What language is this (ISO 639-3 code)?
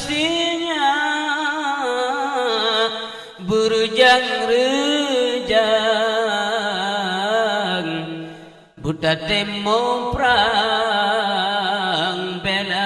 ace